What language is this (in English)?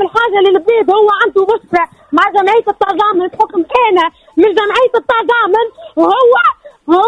Tunisian Arabic